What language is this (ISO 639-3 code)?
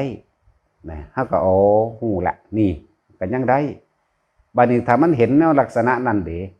tts